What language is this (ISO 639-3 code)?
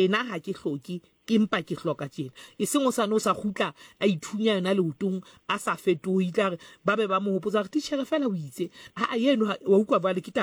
sot